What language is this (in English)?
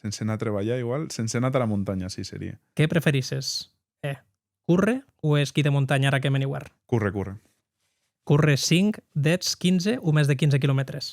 Occitan